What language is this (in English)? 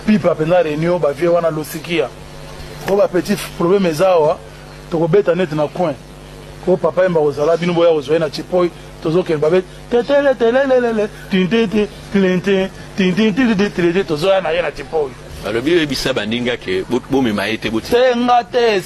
Lingala